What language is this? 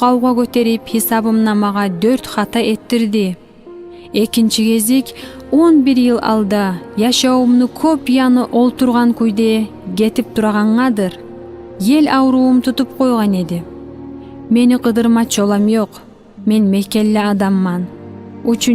Kumyk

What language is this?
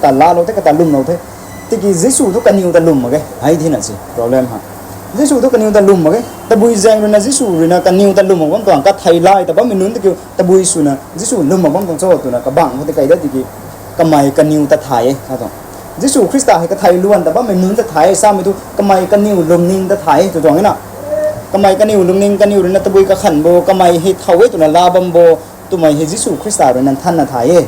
Rongmei Naga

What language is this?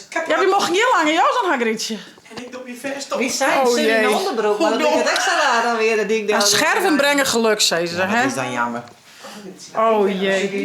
Western Frisian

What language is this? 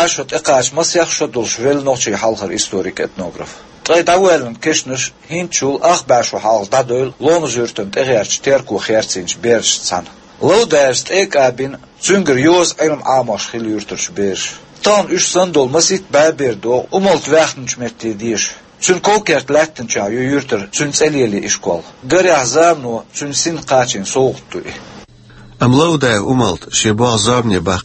Chechen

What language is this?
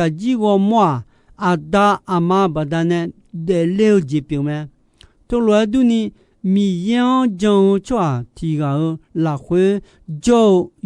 Akha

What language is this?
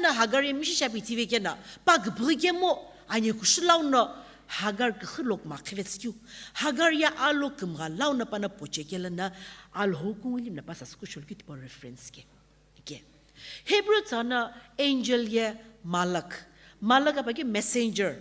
Sumi Naga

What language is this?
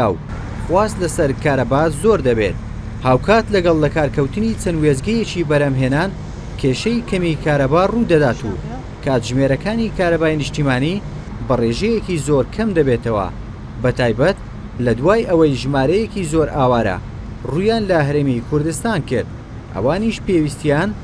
Central Kurdish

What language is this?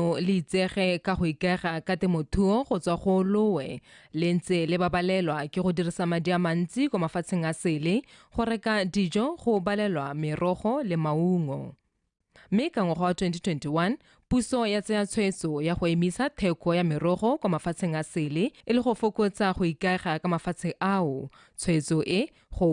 Tswana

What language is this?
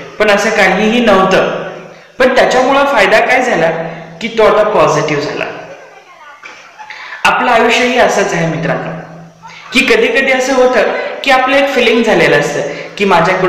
Marathi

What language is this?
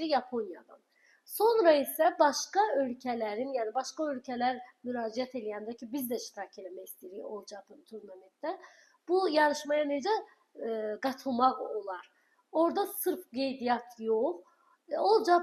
Azerbaijani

